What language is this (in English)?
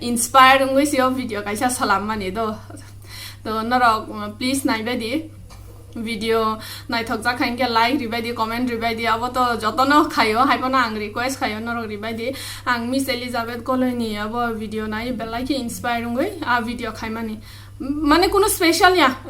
Kok Borok